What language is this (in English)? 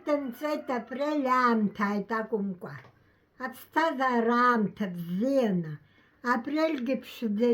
Abkhazian